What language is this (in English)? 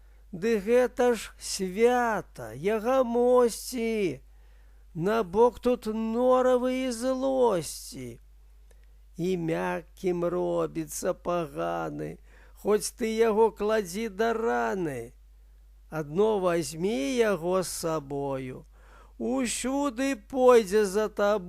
Belarusian